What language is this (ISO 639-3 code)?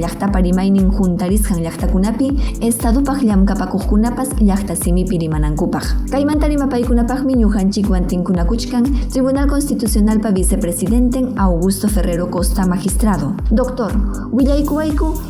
quy